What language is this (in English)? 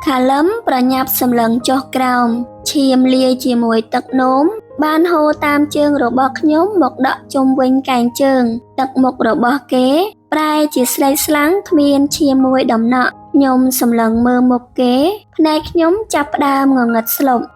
Khmer